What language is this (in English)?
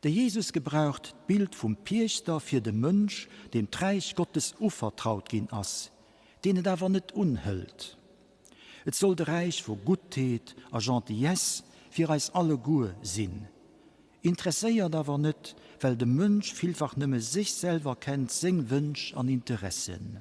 Luxembourgish